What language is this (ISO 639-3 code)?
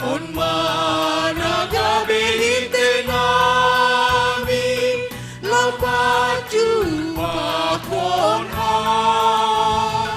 bts